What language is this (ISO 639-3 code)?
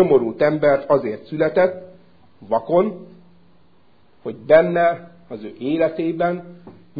hun